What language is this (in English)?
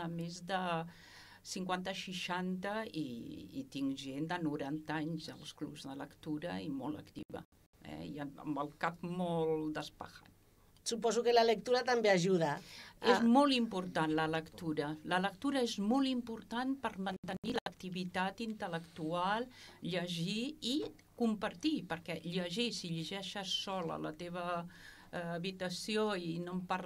Catalan